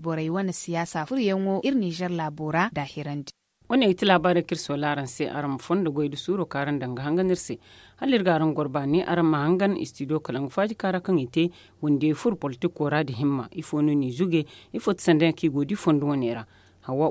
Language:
Zarma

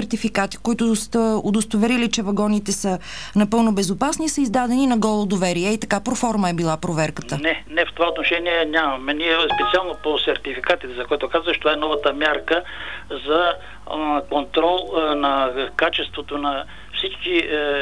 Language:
Bulgarian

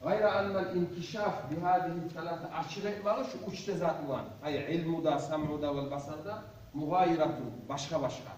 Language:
Kumyk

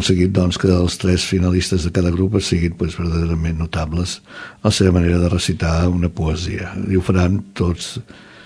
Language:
Catalan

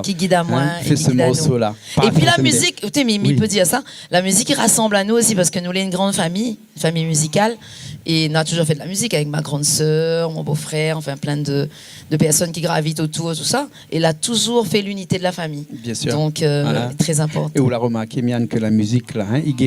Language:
Réunion Creole French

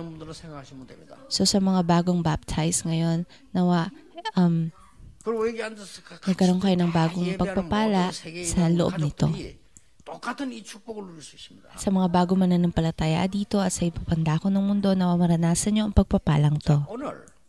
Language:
Filipino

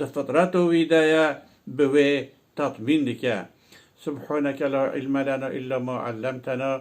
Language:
Kurdish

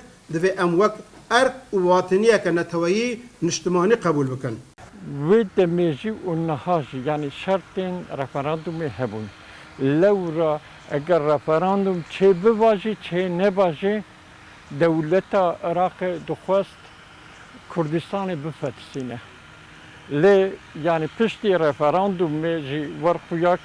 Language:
Kurdish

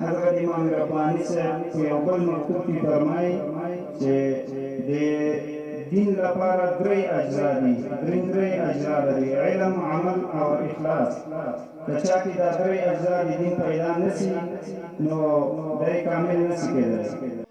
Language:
Pashto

